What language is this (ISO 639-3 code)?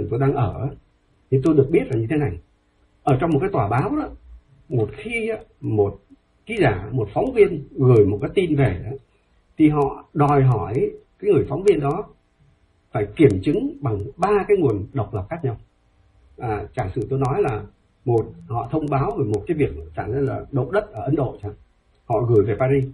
vie